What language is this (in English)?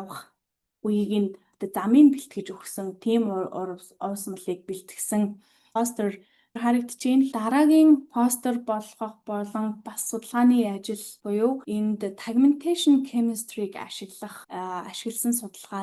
Mongolian